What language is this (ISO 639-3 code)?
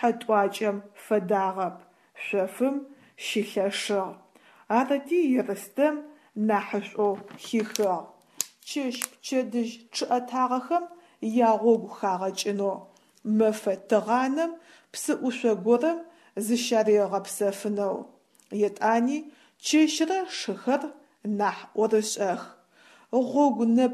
ady